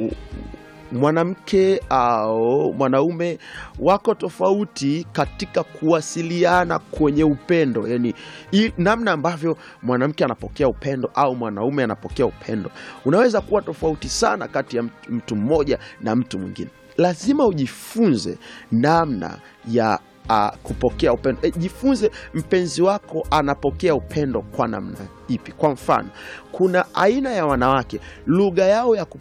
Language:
Swahili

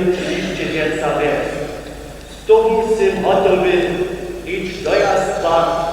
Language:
Upper Sorbian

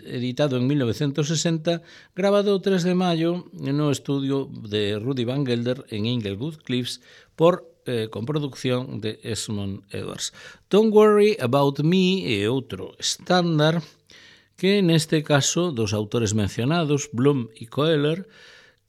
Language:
Galician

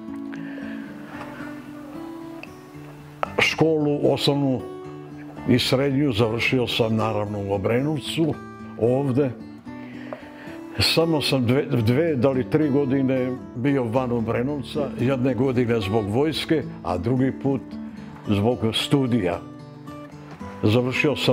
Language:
Serbian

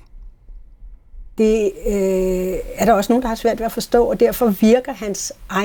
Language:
Danish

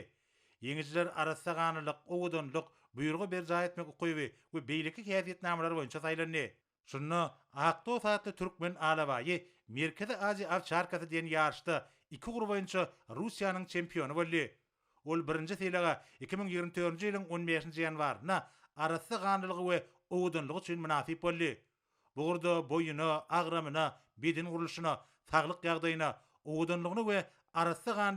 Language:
Turkmen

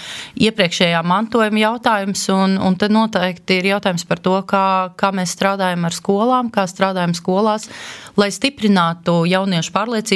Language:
Latvian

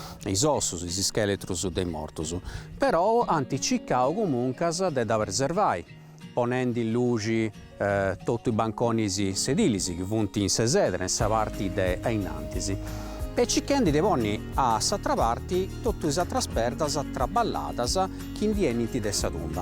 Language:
Sardinian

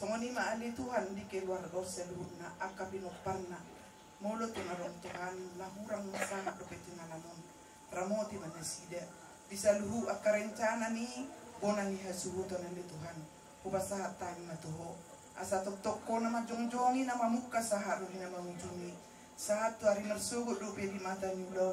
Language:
Batak Toba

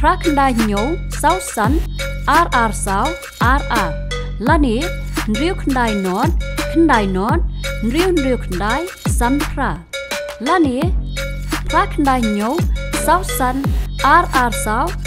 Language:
Khasi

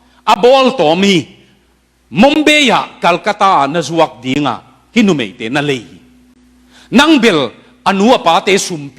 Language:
Tedim Chin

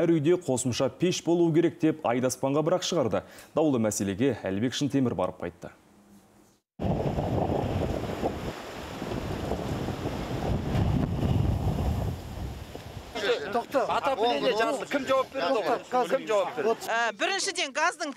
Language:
Kazakh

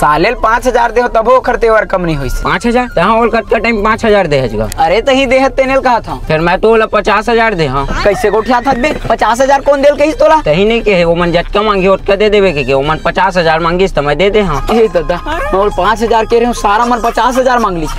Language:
Chhattisgarhi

